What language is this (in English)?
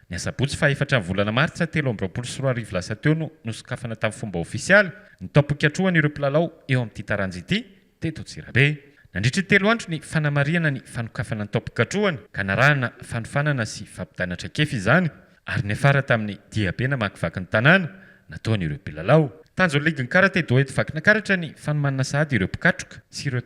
Malagasy